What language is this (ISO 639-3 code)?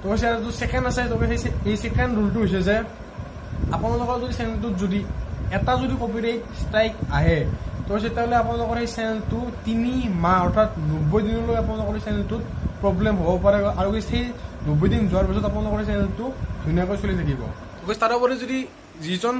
asm